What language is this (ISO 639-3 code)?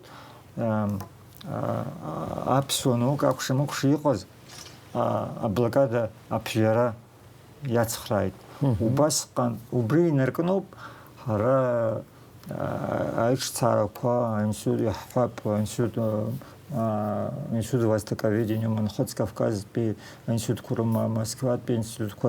abk